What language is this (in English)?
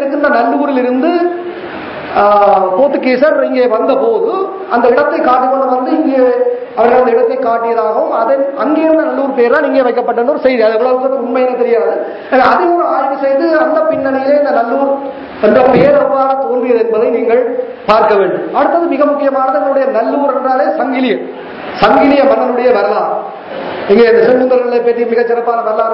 Tamil